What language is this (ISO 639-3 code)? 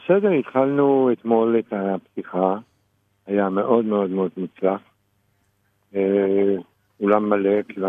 heb